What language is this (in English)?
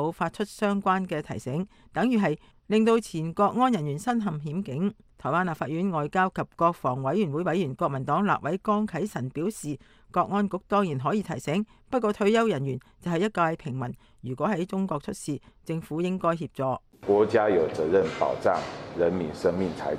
Cantonese